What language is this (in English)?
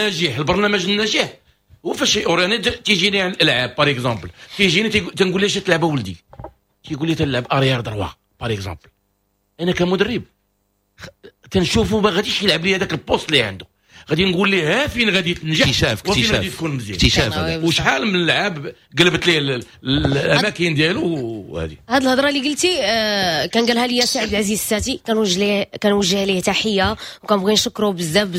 Moroccan Arabic